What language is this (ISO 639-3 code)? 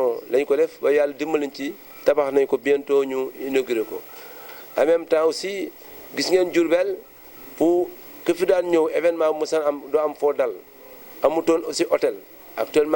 wol